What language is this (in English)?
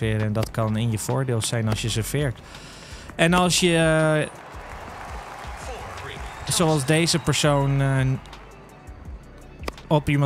Dutch